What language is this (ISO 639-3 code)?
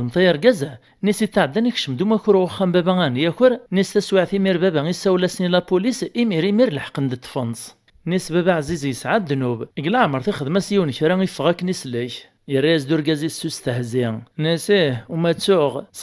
kab